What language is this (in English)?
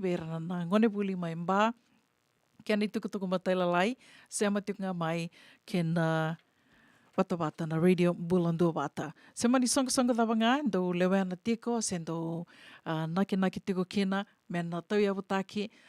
Fijian